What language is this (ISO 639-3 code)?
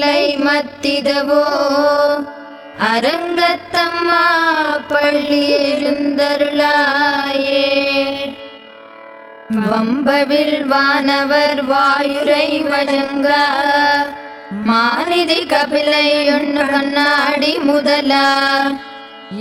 tam